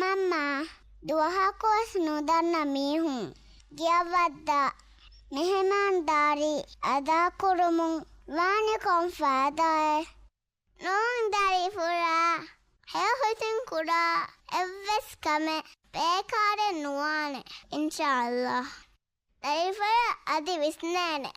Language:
Divehi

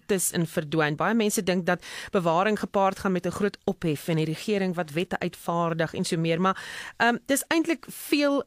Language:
Afrikaans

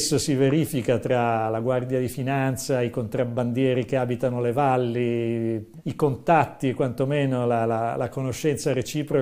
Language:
Italian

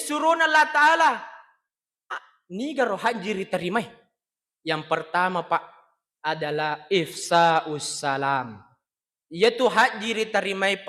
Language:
Buginese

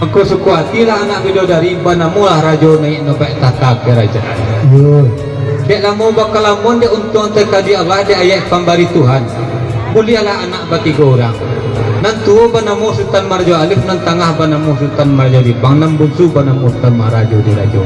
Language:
Minangkabau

